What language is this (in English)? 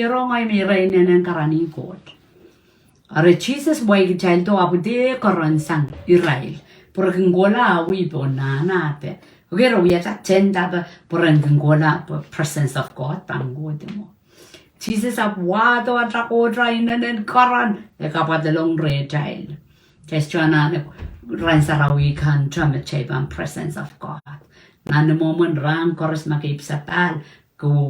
Pohnpeian